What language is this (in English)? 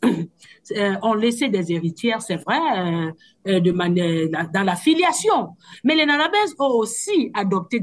French